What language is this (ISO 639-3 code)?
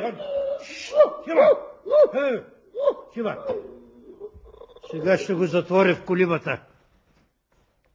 bul